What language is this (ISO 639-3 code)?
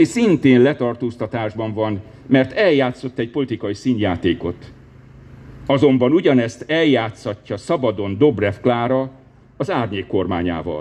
hun